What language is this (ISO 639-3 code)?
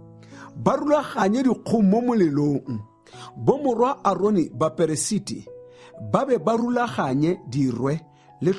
tsn